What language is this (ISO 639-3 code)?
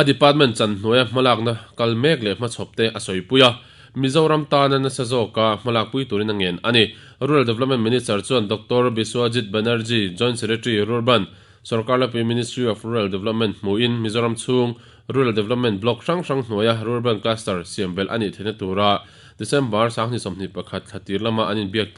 lus